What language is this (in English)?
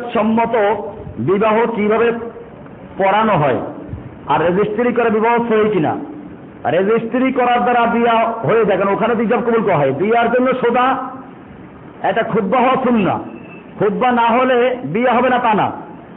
Bangla